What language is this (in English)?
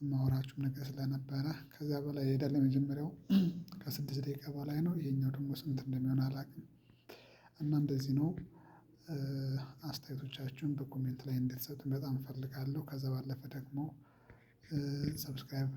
Amharic